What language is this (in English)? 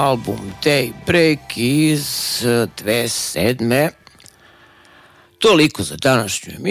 Serbian